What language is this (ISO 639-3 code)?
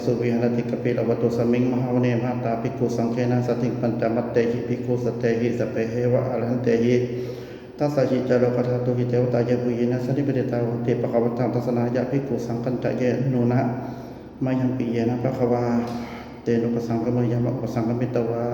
pli